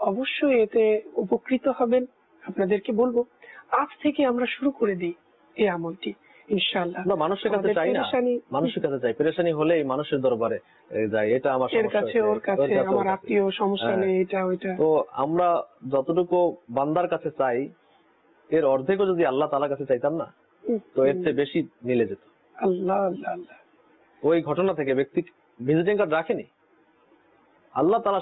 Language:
Bangla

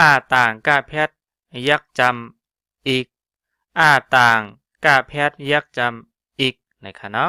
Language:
Shan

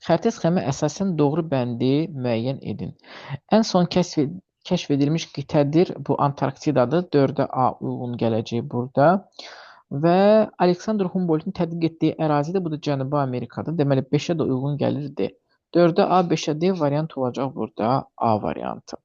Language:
Azerbaijani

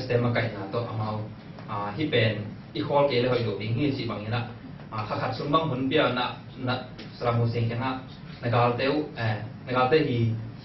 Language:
Tedim Chin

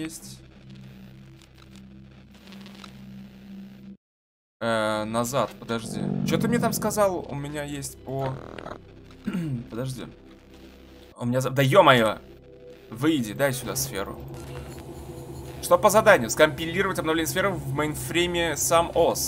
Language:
Russian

